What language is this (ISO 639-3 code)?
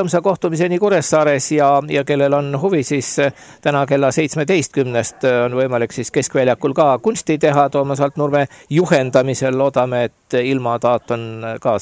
est